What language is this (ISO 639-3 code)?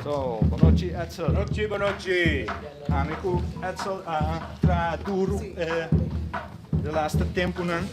pap